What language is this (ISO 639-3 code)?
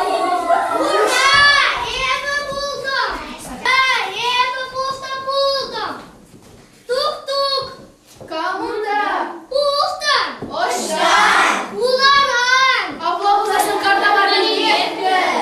chv